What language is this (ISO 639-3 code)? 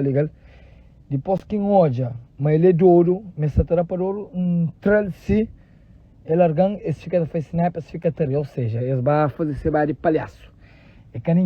kea